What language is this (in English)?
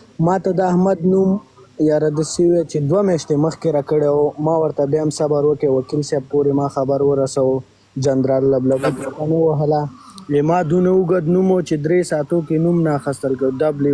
Pashto